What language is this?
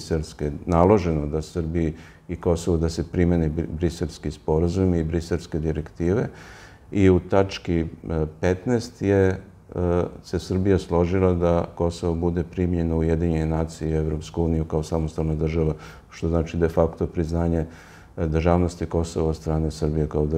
Serbian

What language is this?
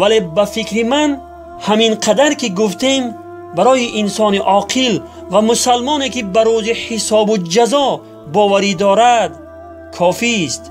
Tajik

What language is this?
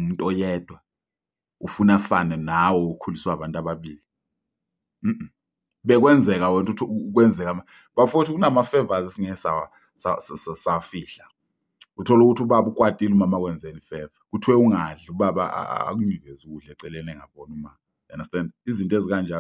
Zulu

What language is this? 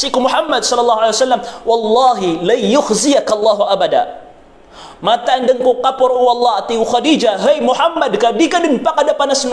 Maranao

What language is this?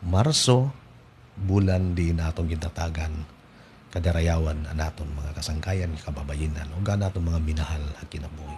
Waray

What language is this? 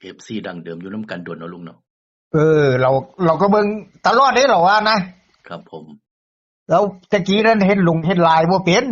Northeastern Thai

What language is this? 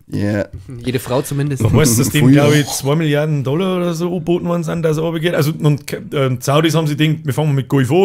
Bavarian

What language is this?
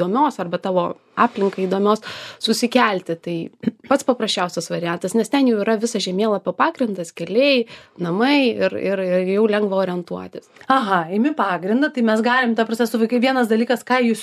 Lithuanian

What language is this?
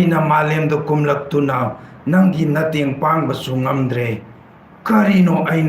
Manipuri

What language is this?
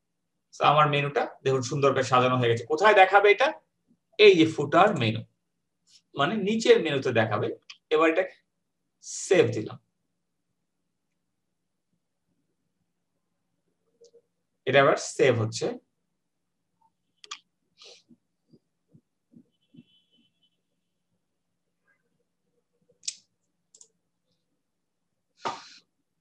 Bangla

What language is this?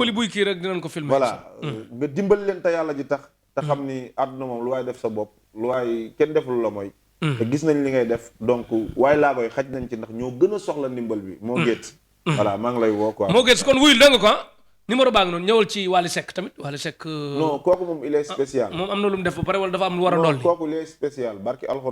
Wolof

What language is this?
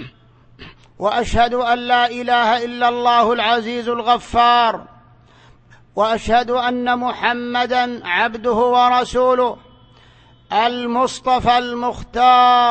Arabic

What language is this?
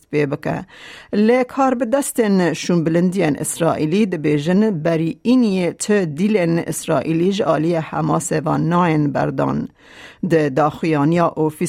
Kurdish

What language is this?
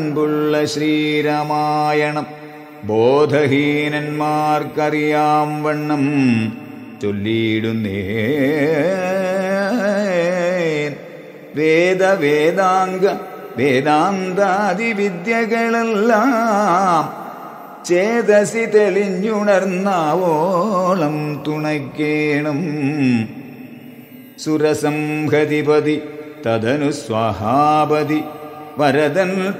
Malayalam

